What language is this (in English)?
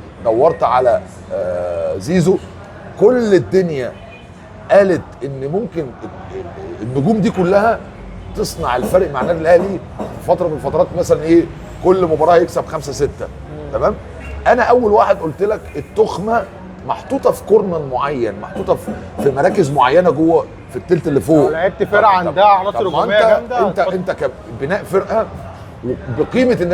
Egyptian Arabic